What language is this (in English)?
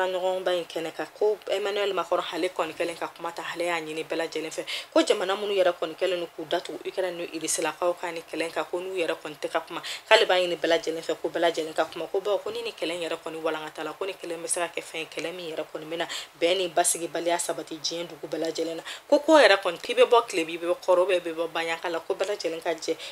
Bambara